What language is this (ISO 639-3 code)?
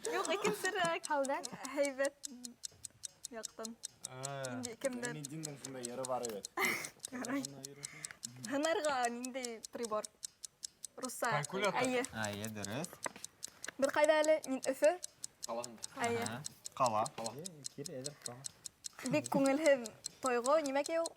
bak